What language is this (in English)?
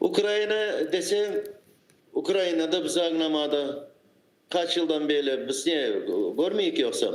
Crimean Tatar